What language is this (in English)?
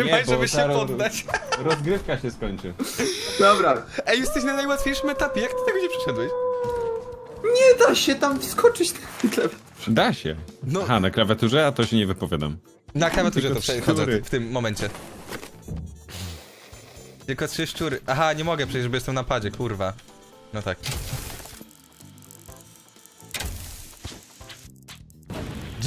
Polish